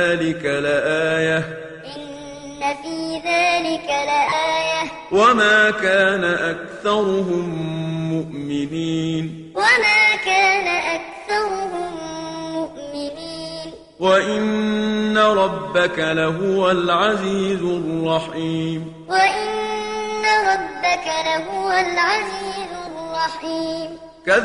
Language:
Arabic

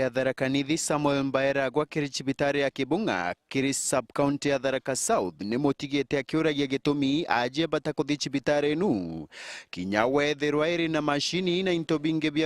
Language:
Meru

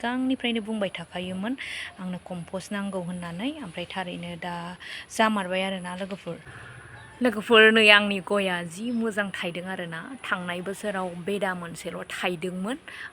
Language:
Bodo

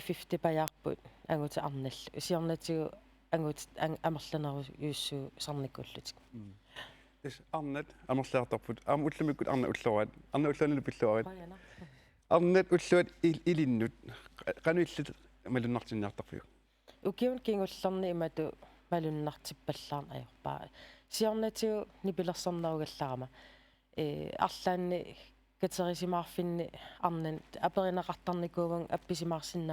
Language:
Kalaallisut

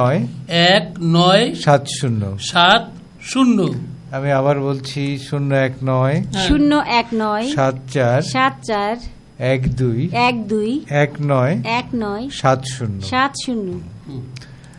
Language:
Bangla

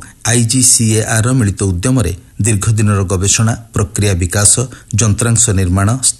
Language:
Odia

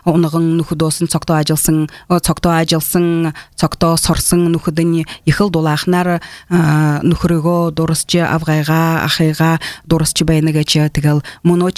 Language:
Buriat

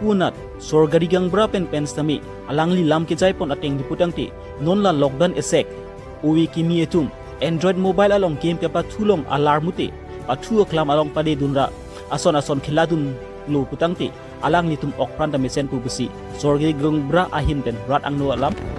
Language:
Karbi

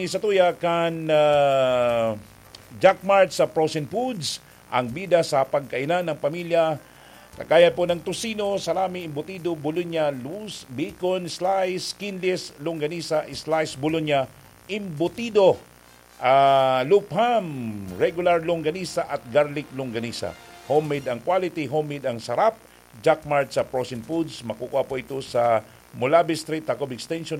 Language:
Bikol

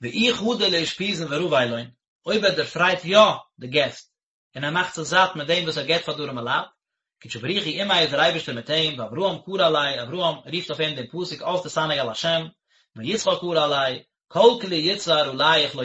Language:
Yiddish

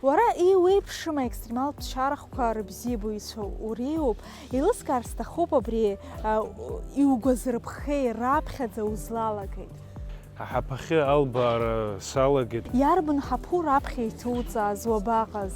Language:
Abkhazian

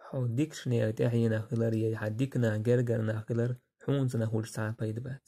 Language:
Chechen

